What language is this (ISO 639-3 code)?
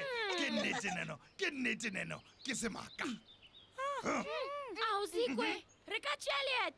nso